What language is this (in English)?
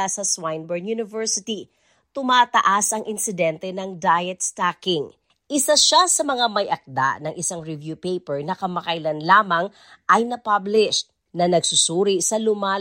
Filipino